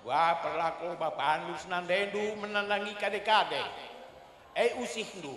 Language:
Batak Karo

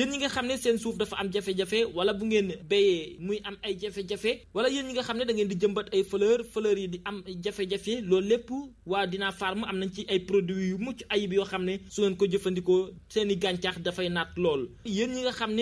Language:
Wolof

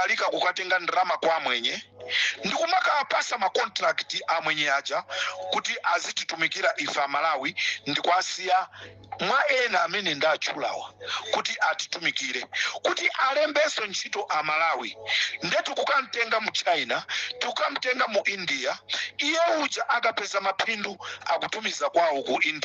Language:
Nyanja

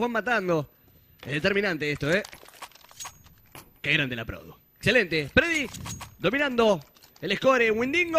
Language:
Spanish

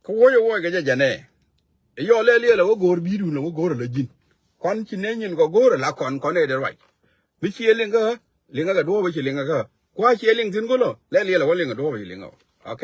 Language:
Nuer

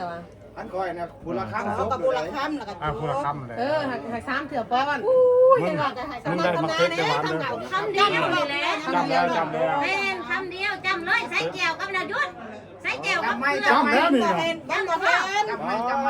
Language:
Northeastern Thai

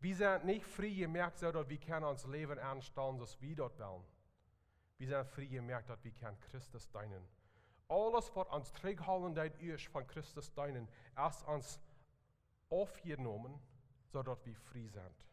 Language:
Plautdietsch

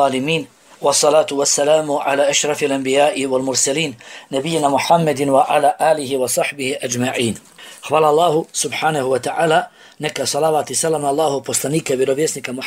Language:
Bosnian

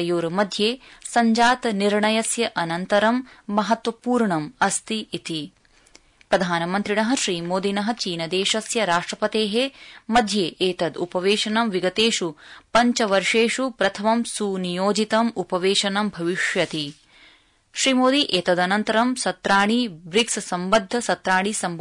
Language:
Sanskrit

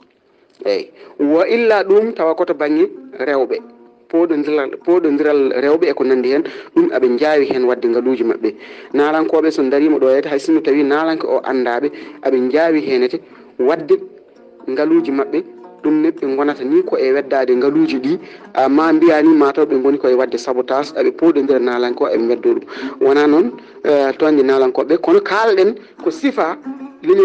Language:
Fula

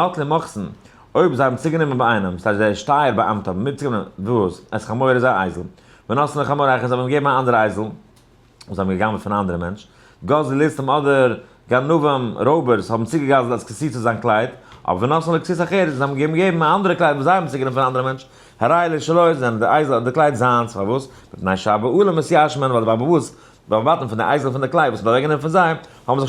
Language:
Yiddish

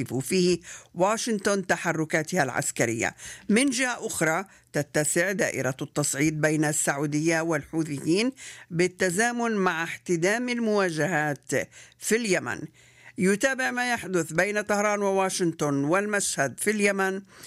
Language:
Arabic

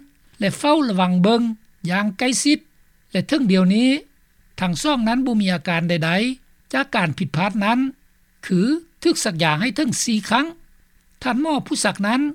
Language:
Lao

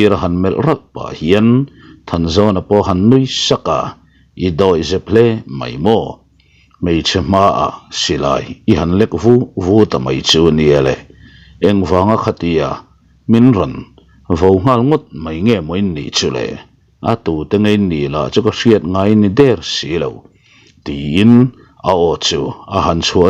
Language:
Mizo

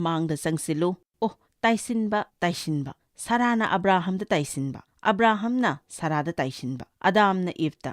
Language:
Manipuri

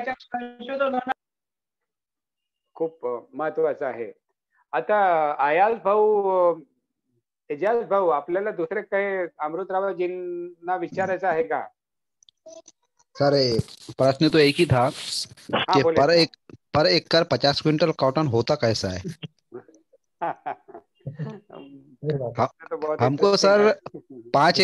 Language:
Marathi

